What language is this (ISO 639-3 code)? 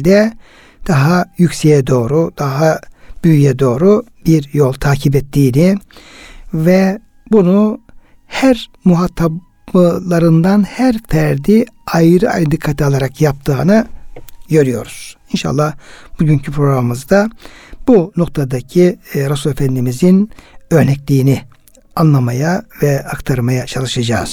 tur